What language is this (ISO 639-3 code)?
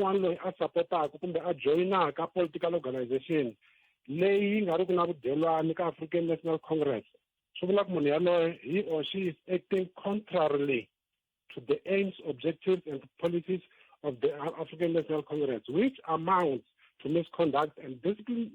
tso